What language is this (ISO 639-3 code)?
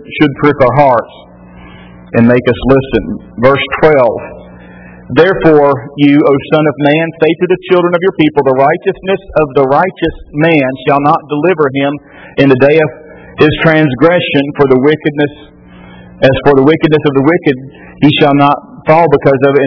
eng